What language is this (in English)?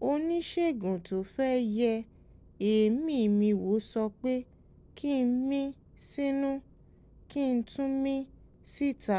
Yoruba